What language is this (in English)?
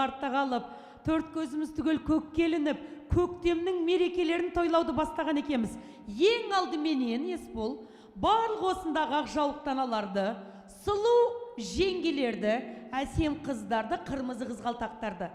Kazakh